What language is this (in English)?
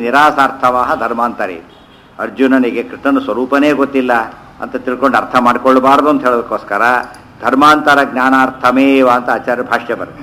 Kannada